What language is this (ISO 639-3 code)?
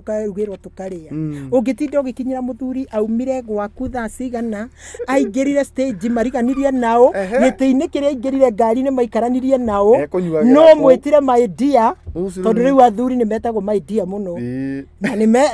kik